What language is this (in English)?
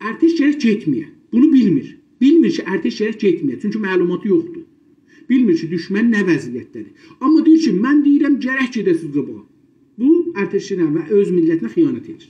South Azerbaijani